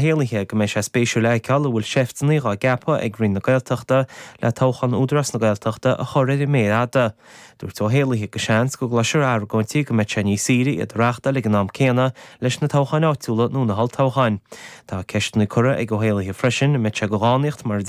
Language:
Irish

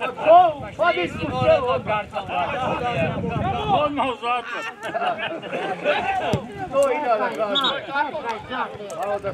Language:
Serbian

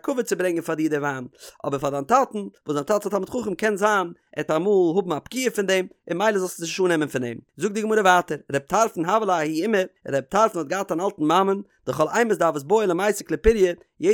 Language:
Yiddish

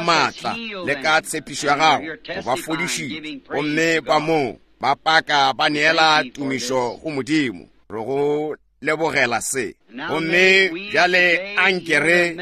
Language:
Northern Sotho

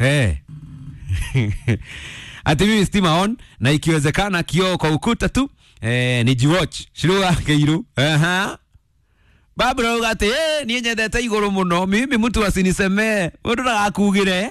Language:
Kikuyu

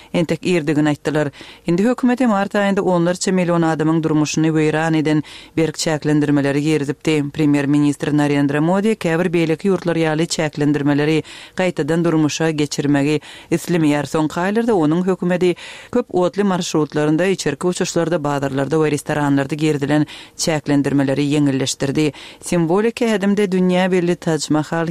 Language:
Kyrgyz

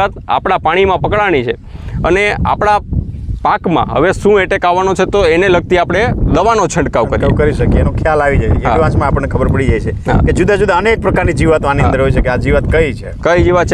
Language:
Gujarati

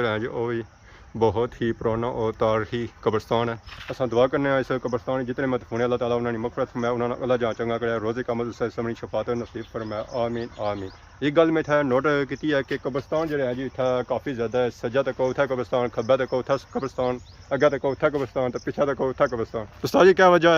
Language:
Pahari-Potwari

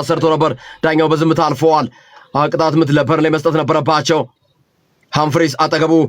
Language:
Amharic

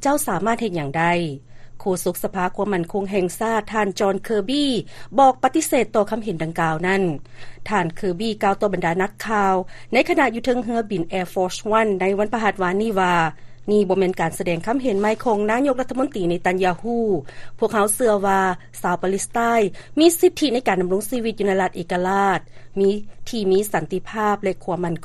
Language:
Lao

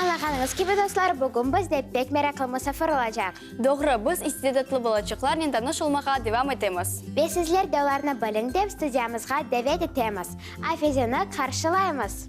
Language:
Crimean Tatar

